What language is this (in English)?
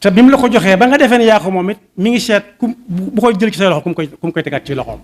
Wolof